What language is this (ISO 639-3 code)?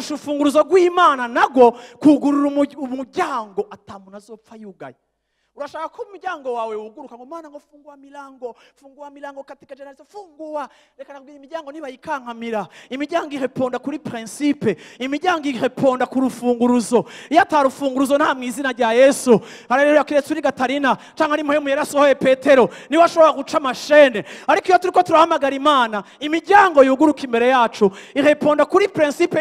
run